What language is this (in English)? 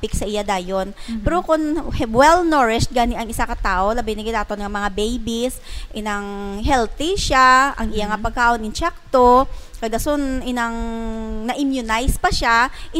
Hiligaynon